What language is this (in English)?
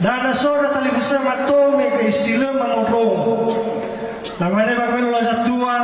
Nias